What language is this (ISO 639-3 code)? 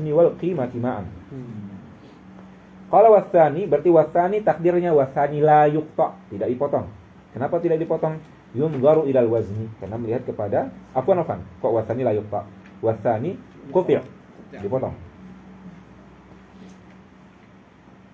ind